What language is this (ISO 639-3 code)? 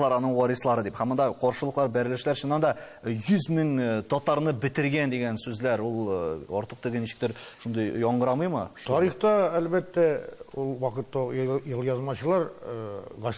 tat